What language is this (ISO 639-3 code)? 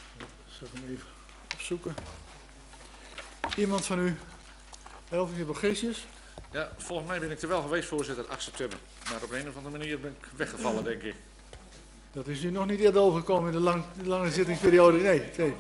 nld